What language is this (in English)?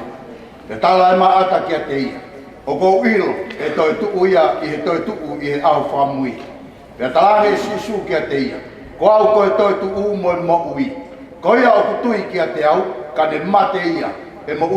Tongan